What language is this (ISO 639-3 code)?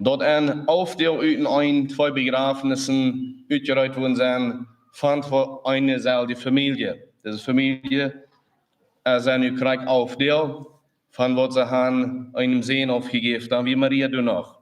pdt